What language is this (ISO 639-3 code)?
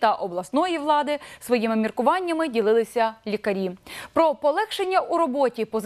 ukr